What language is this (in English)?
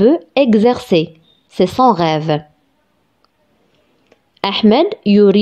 French